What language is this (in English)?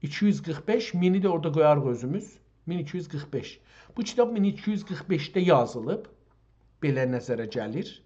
South Azerbaijani